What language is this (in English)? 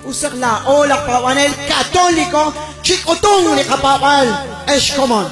Kekchí